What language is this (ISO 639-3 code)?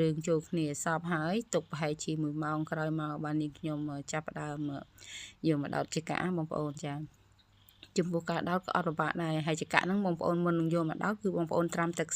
khm